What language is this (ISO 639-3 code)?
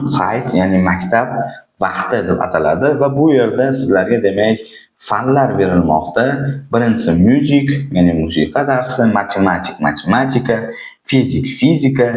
uzb